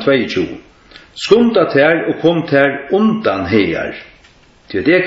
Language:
Faroese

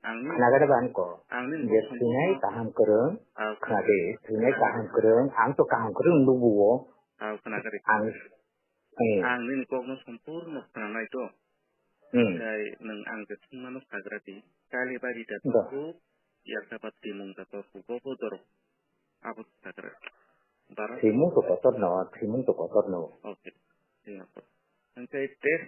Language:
Kok Borok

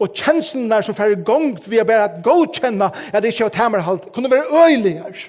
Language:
Faroese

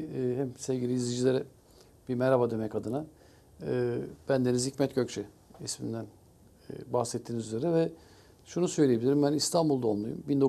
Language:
Turkish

